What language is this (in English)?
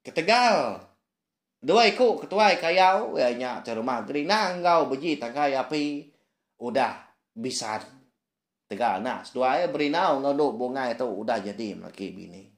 Iban